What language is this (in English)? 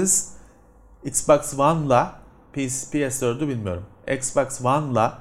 Turkish